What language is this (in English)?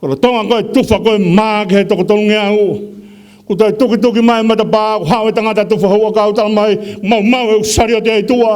Tongan